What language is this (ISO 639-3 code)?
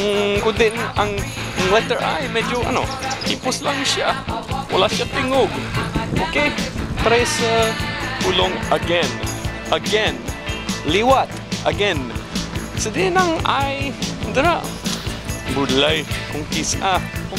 hil